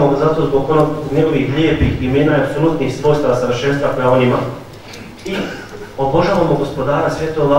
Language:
Bosnian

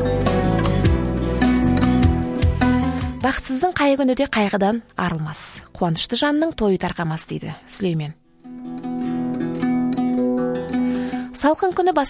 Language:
Kazakh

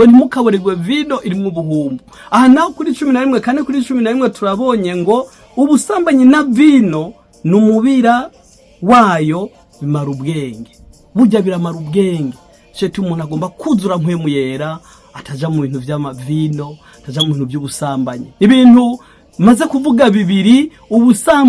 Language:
Rundi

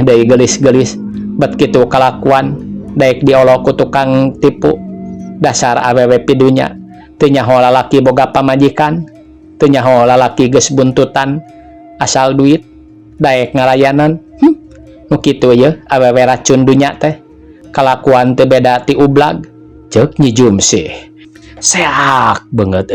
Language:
Sundanese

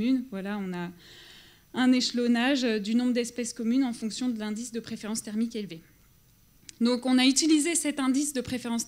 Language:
French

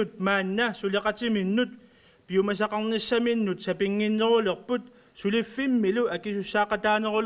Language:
Kalaallisut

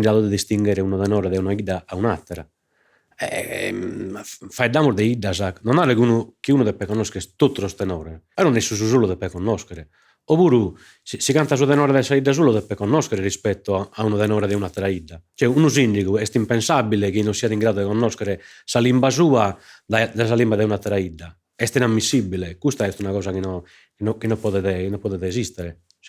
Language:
Sardinian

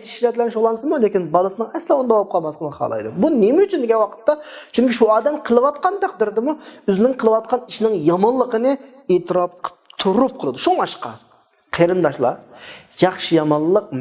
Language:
Uyghur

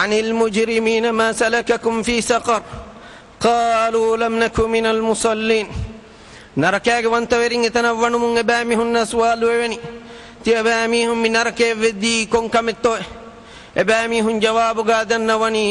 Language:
Divehi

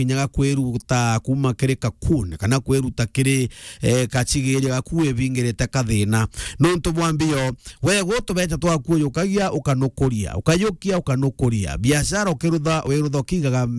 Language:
Meru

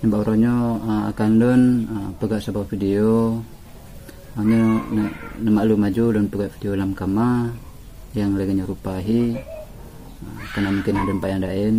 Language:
Achinese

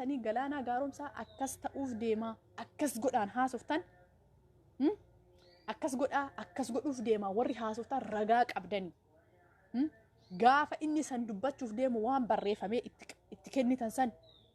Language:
Oromo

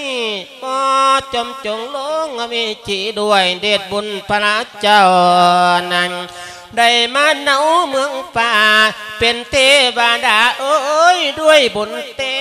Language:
Lao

